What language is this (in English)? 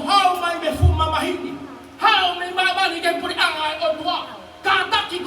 Tongan